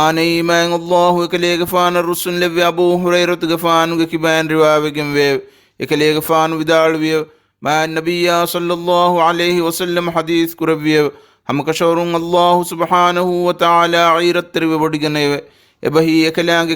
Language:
Divehi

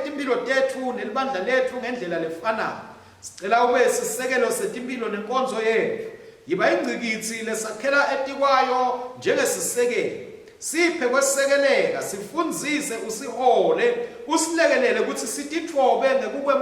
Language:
Swati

